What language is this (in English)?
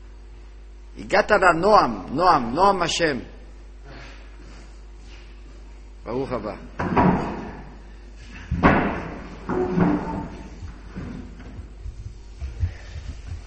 Hebrew